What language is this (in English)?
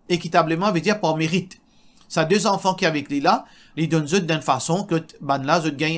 Morisyen